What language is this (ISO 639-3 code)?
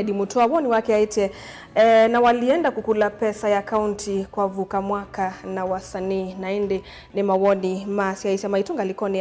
kam